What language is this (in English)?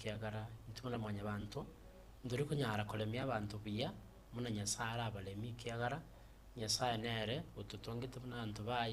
Gusii